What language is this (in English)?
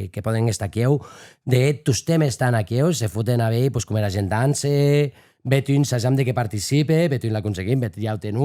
Occitan